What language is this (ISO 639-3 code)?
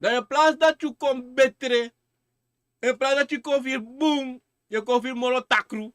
srn